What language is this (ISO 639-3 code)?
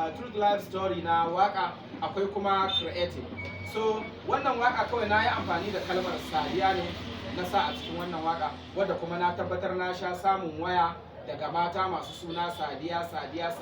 hau